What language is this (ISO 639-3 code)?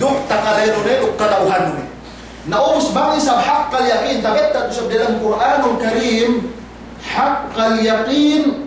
yka